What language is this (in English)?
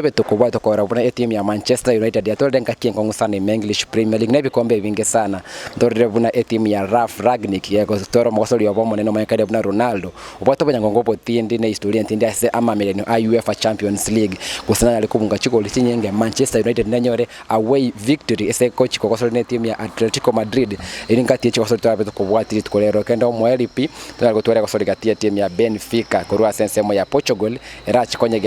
Gusii